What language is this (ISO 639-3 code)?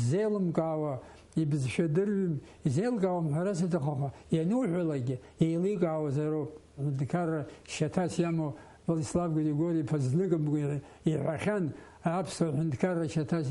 abk